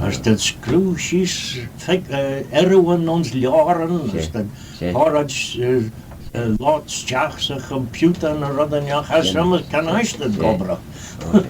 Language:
Manx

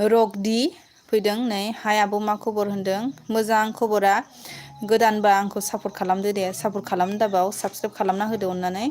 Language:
Bodo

